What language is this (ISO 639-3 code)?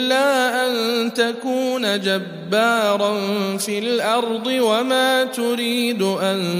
ara